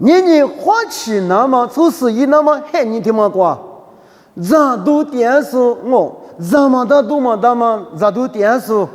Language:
Lisu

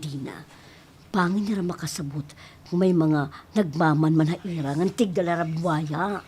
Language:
Waray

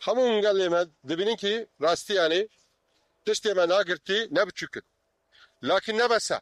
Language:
Kurdish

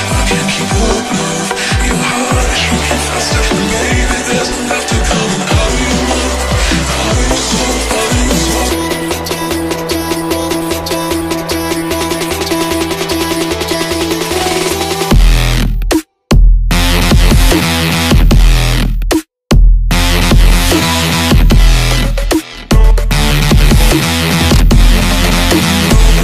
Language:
English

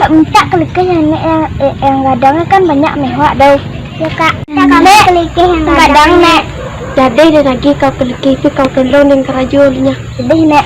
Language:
Minangkabau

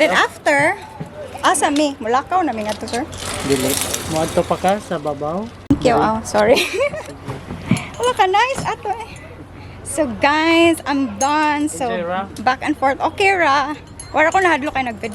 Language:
Cebuano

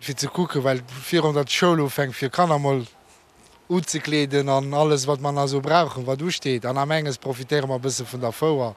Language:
Luxembourgish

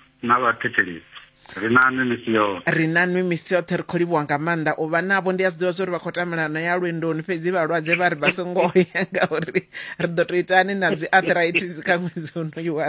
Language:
Venda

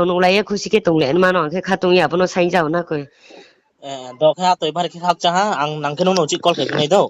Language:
Riang (India)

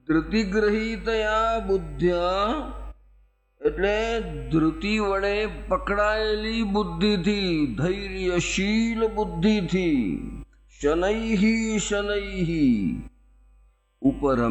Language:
Gujarati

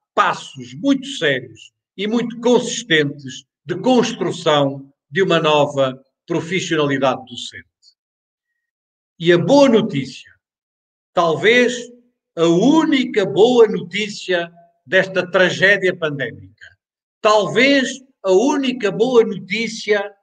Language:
Portuguese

